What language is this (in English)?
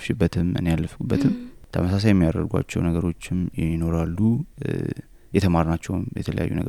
Amharic